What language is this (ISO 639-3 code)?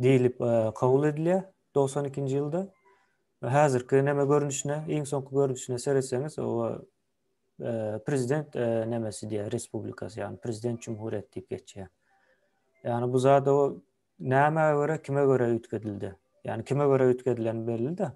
tuk